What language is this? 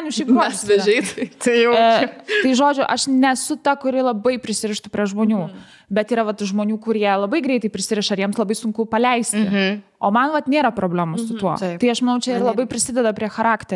Lithuanian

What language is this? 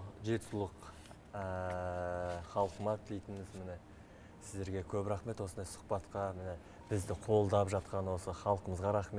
Kazakh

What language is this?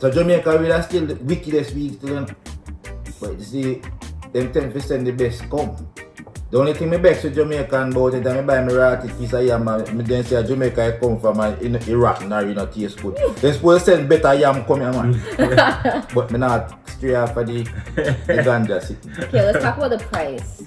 Jamaican Creole English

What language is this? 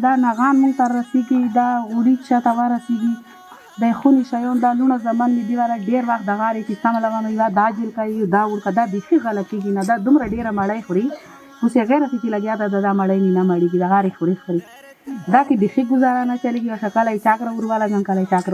Pashto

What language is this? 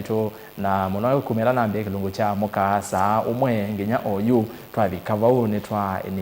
Kamba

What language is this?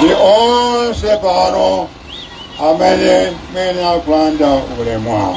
Nyanja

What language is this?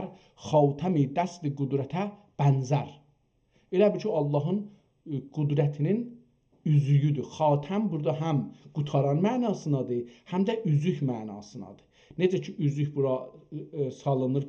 South Azerbaijani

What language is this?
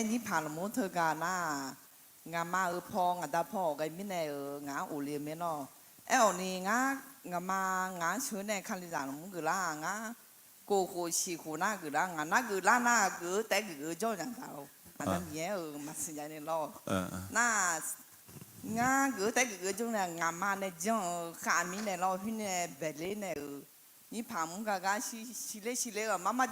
Akha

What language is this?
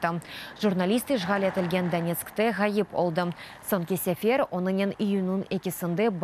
Crimean Tatar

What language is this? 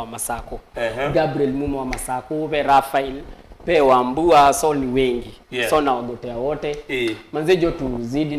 Kamba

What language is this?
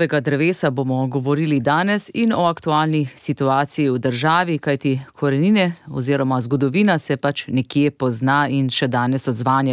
Slovenian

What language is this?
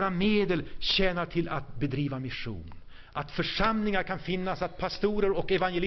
Swedish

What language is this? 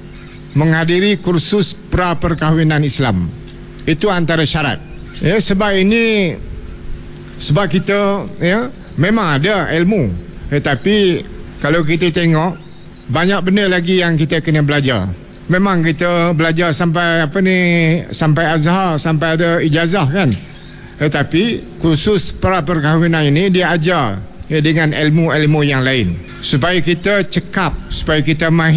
Malay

